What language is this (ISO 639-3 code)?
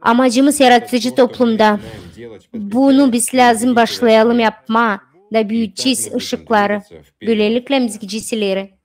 gag